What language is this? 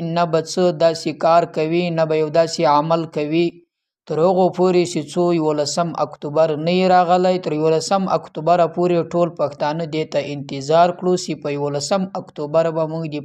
Pashto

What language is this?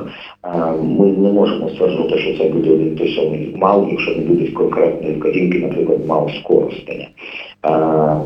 Ukrainian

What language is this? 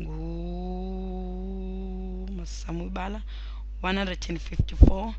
Xhosa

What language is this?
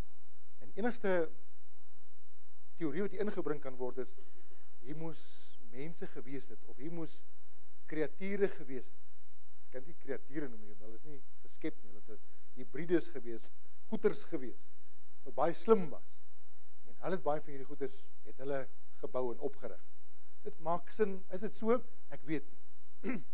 Afrikaans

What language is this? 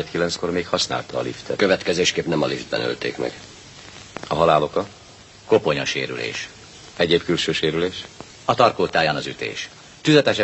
Hungarian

